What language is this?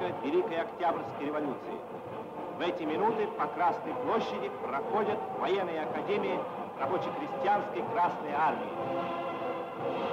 Russian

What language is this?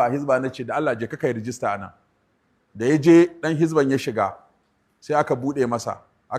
Hausa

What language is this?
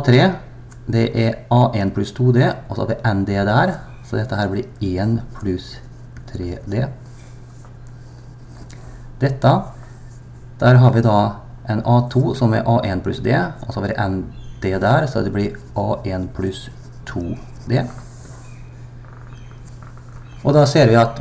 Norwegian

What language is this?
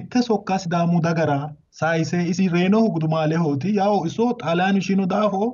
Sidamo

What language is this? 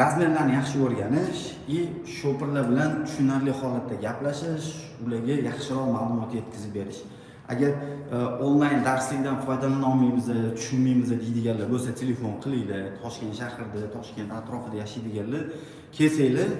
Uzbek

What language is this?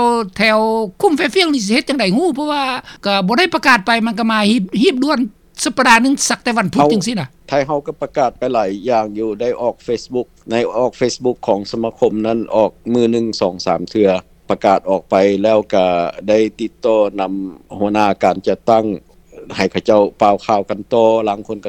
Lao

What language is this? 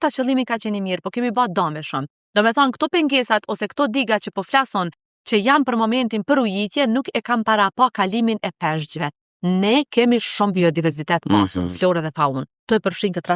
Albanian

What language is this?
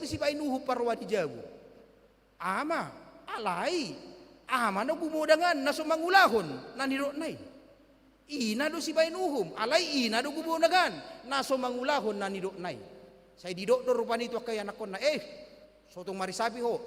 Batak Toba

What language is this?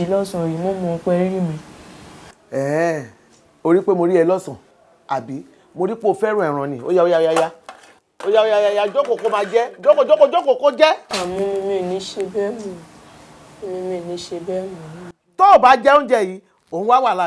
Yoruba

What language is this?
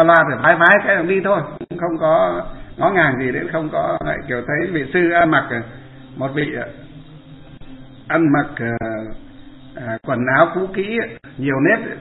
Vietnamese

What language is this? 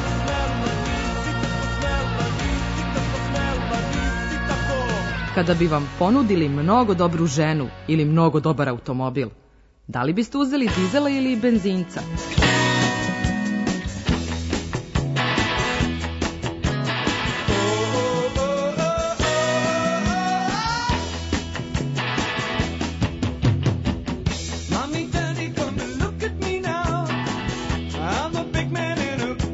Serbian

